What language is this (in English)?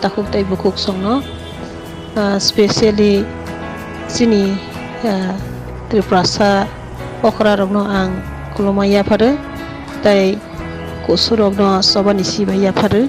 Riang (India)